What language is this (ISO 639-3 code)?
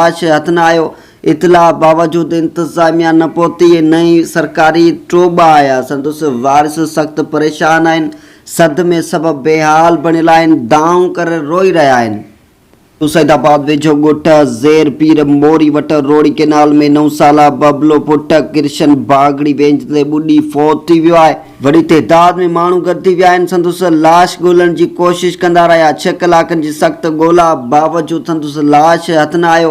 snd